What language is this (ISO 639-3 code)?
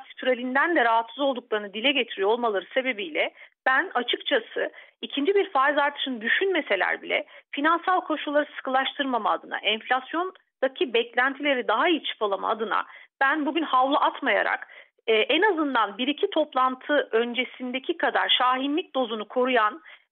tur